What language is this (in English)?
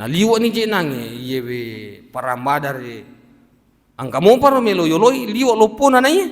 Buginese